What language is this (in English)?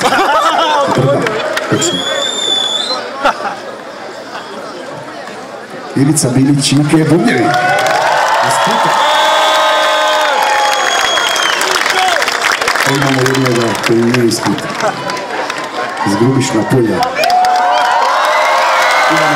Croatian